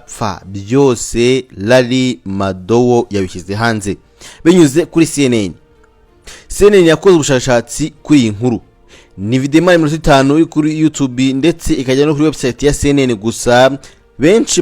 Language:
Kinyarwanda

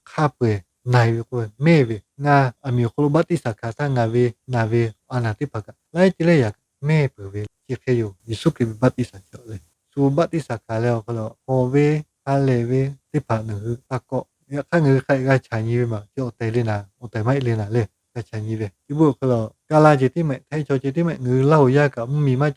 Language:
Lahu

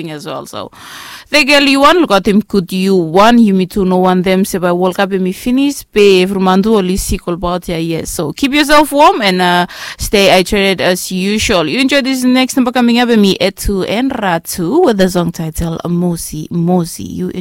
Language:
Bislama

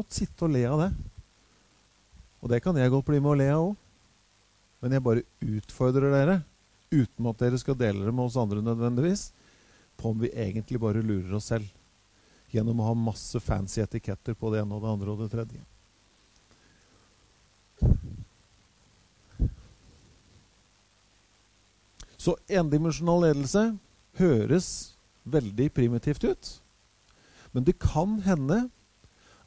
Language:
Norwegian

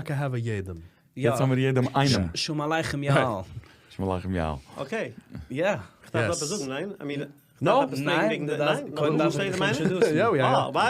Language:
Yiddish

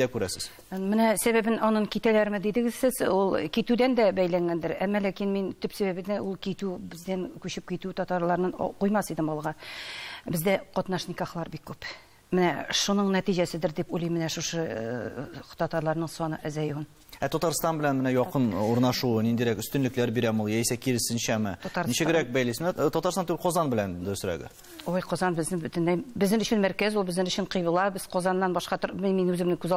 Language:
Tatar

